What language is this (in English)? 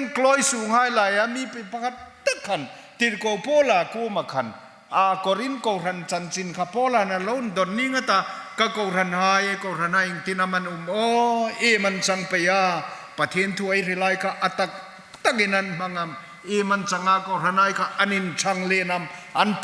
Hmar